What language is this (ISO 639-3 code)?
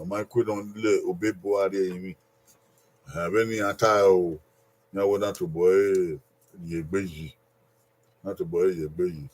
bin